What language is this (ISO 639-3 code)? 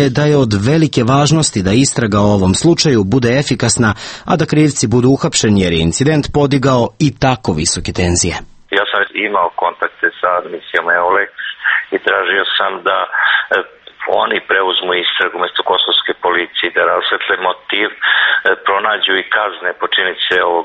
srp